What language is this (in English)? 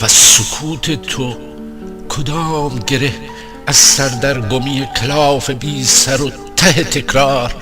Gilaki